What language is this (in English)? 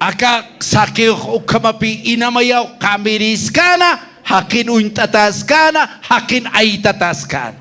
Aymara